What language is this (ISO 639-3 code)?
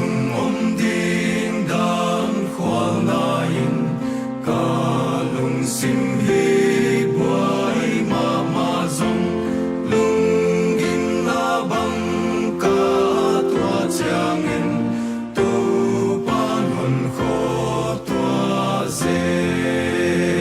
pck